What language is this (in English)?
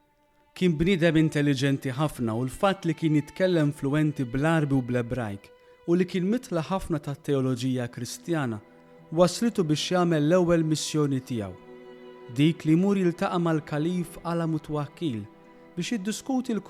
Maltese